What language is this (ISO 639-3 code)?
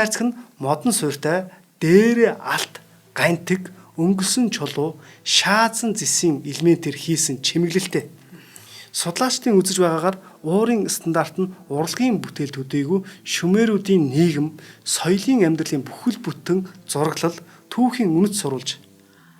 mon